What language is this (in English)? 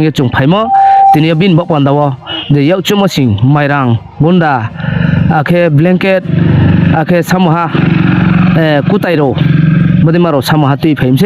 Riang (India)